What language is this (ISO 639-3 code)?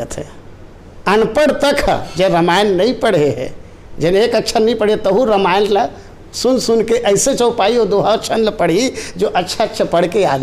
hne